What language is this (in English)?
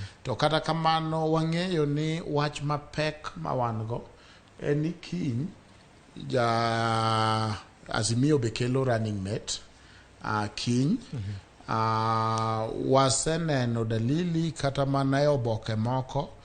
Luo (Kenya and Tanzania)